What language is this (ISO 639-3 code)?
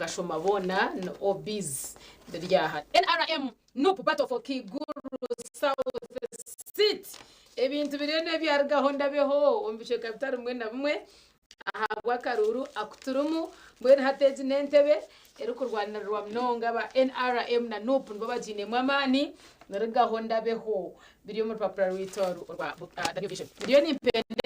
nyn